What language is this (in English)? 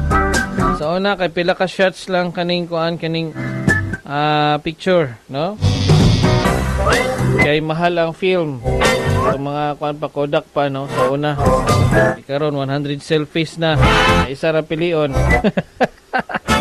Cebuano